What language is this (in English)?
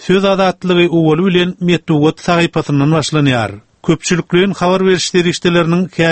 Turkmen